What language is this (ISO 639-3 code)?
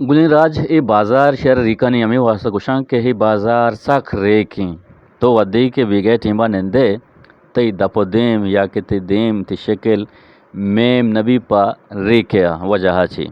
bgp